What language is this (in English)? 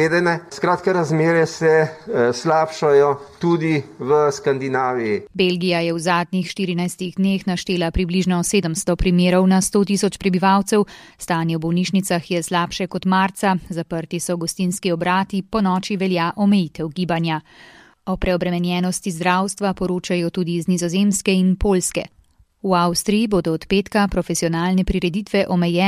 Slovenian